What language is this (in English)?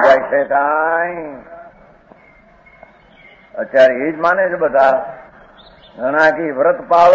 Gujarati